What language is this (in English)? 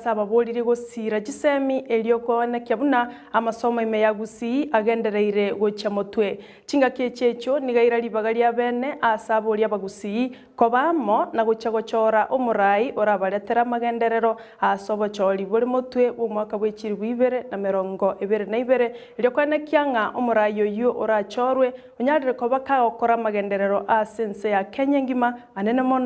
Gusii